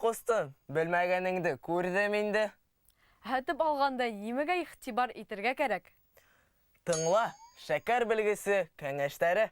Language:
Bashkir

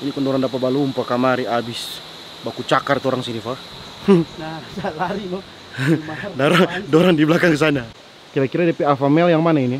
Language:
Manado Malay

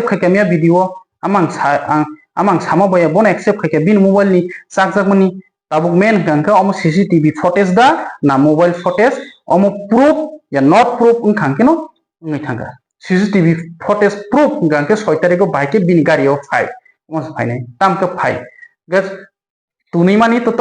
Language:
Kok Borok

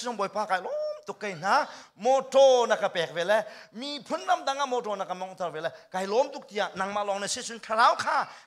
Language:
Hakha Chin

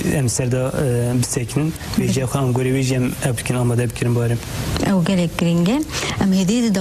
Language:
Kurdish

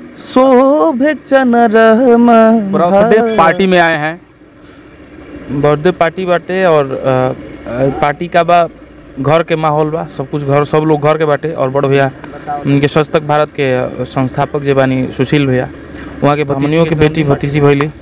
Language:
Bhojpuri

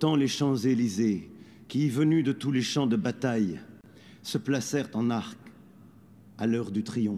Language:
French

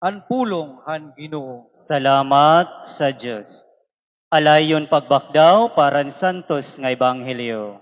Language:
Waray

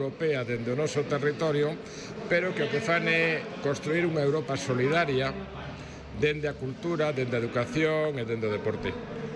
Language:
Galician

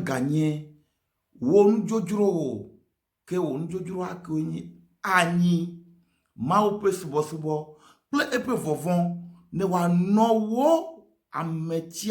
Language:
Ewe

